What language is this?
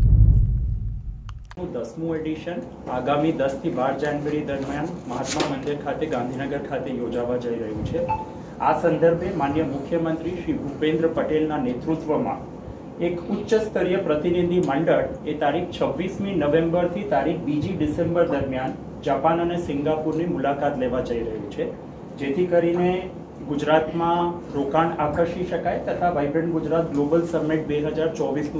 Gujarati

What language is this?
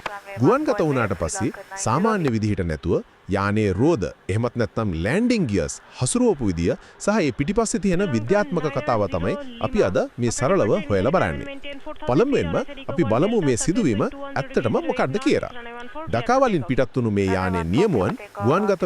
Sinhala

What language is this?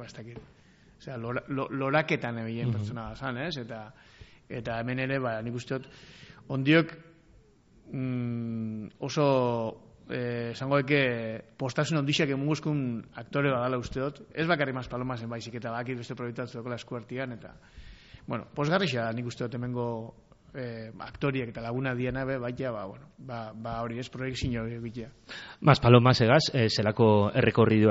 Basque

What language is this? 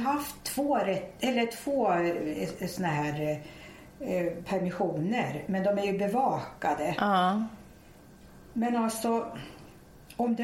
Swedish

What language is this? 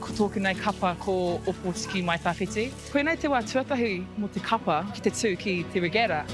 Māori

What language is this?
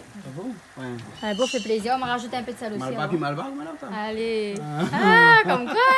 Réunion Creole French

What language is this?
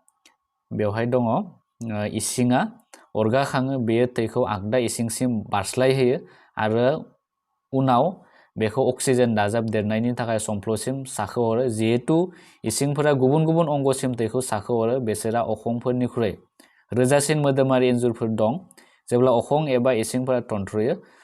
Bodo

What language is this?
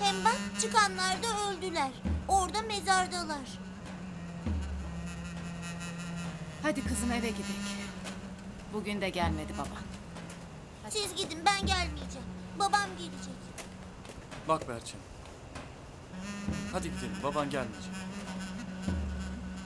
Turkish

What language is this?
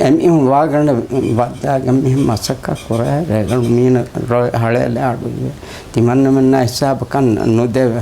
Divehi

